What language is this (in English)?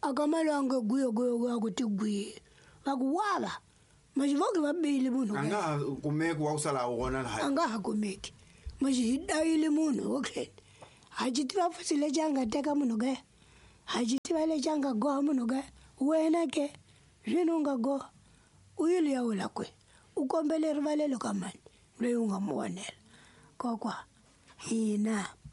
Tsonga